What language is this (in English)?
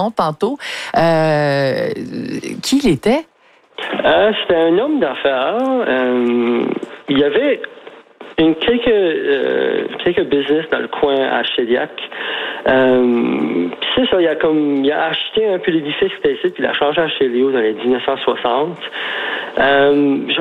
French